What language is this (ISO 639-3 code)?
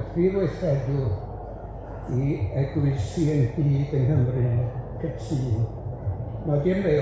cym